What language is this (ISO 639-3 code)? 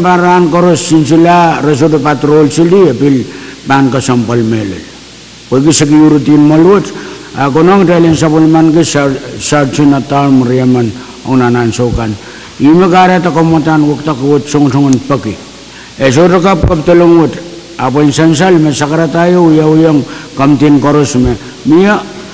pon